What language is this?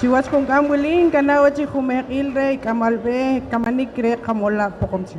Poqomchi'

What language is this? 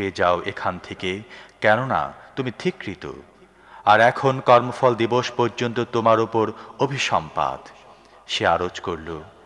Bangla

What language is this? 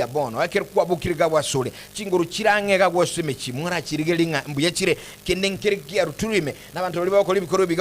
Gusii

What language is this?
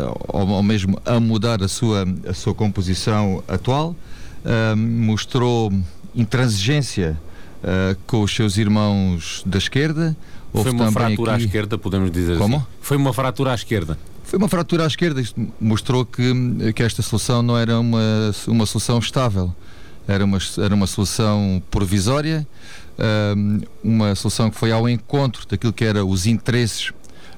Portuguese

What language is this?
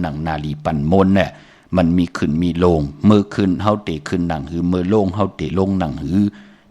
Shan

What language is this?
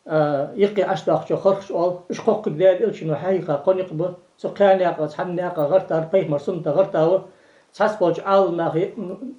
Ingush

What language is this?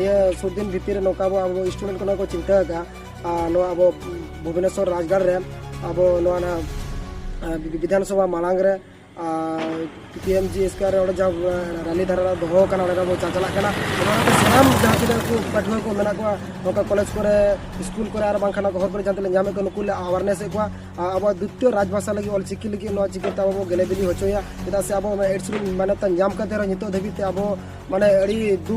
Santali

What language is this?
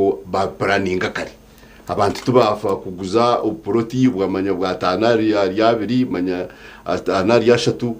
Nyankole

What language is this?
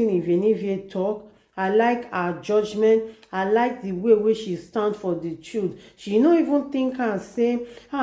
Nigerian Pidgin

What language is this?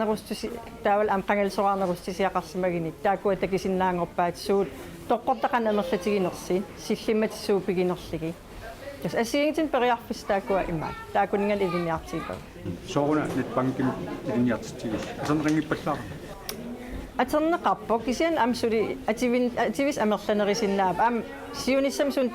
Kalaallisut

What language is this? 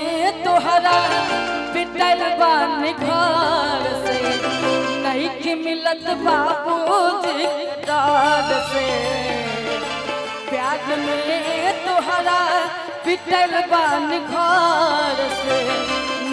Bhojpuri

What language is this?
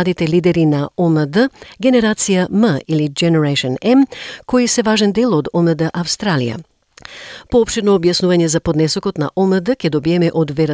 Macedonian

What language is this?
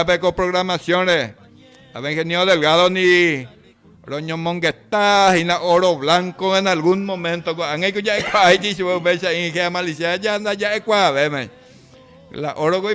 Guarani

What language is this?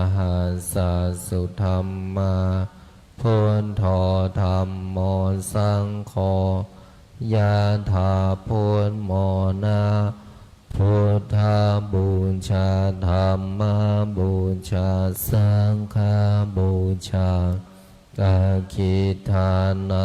Pali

